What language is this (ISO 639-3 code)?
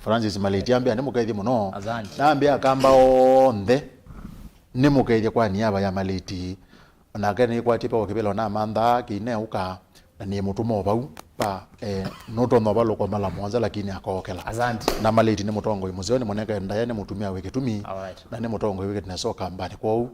kam